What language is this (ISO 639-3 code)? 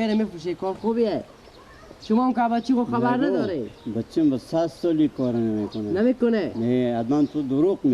fas